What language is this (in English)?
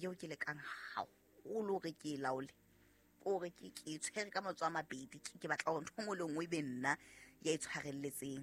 Southern Sotho